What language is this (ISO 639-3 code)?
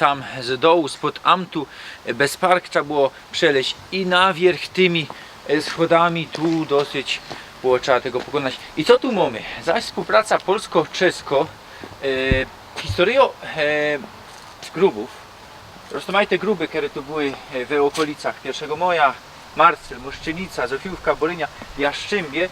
szl